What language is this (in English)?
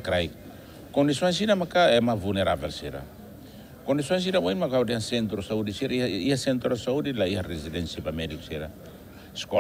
Tetum